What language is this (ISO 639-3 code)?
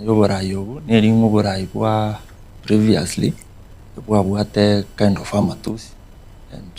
guz